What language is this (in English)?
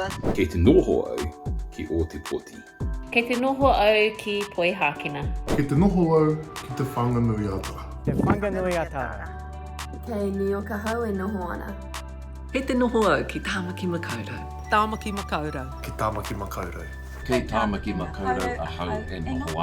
Māori